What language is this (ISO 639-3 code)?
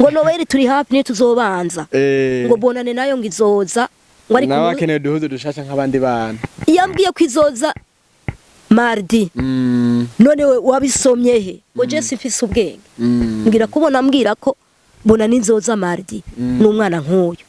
run